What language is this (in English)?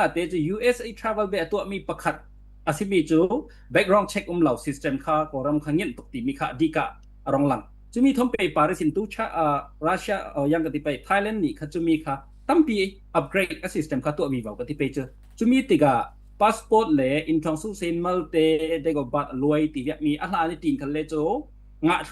Falam Chin